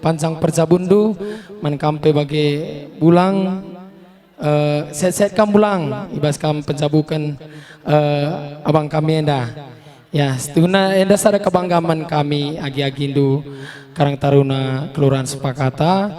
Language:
Batak Karo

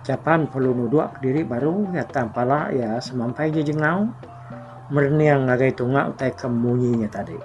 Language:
Iban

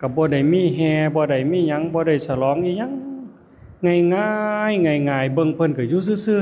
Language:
Lao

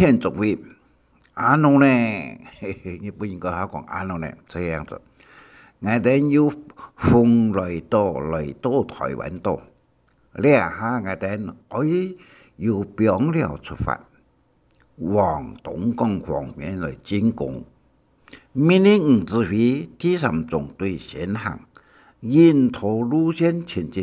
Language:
Hakka Chinese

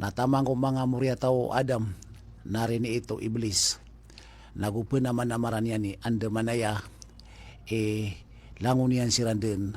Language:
Maranao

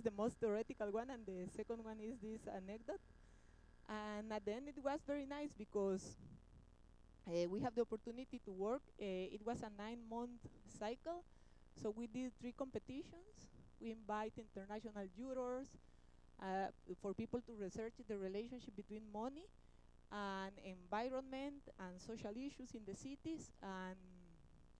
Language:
English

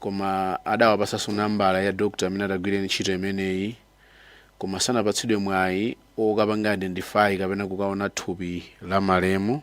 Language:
Nyanja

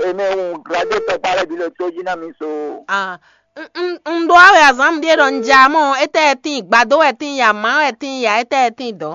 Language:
Fon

